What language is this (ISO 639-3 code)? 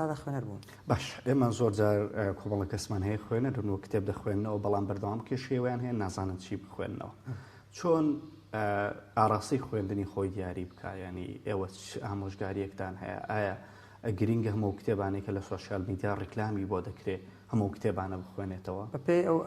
ckb